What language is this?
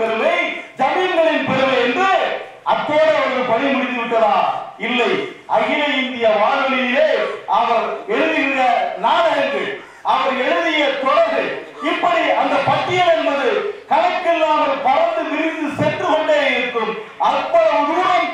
Tamil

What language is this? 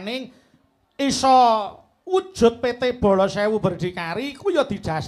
Javanese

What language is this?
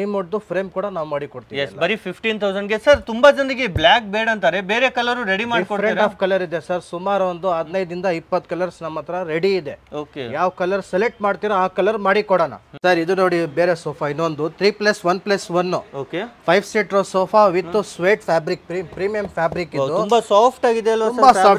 Kannada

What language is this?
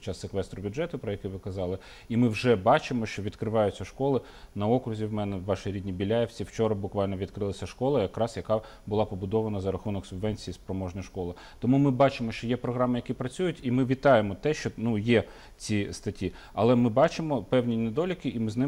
Ukrainian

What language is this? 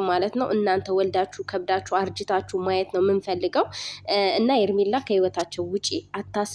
Amharic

